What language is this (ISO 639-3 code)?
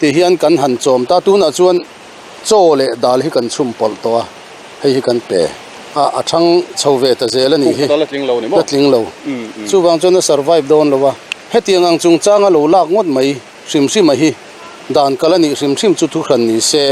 lus